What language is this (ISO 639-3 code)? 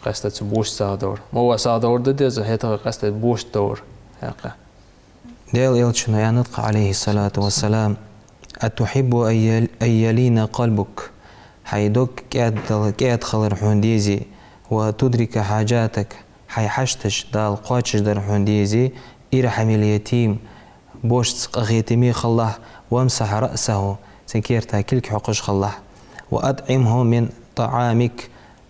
inh